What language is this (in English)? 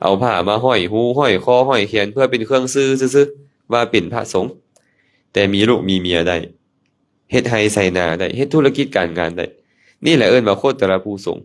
Lao